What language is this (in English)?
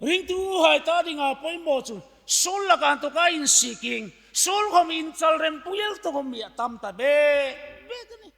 Hmar